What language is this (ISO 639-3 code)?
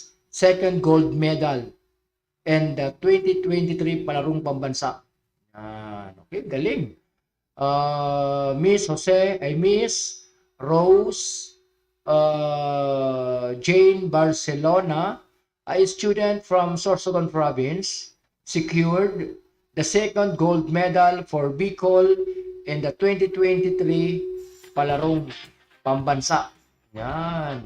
bik